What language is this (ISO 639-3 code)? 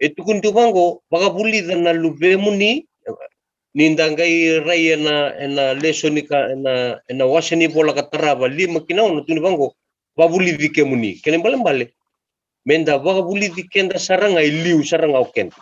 fij